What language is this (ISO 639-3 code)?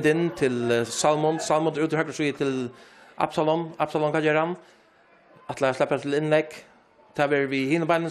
fao